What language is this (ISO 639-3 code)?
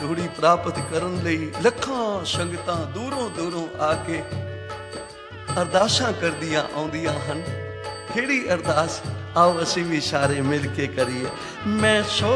pan